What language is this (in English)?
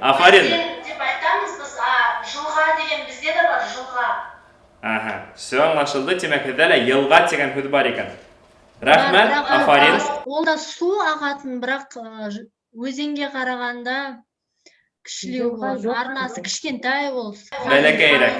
Bashkir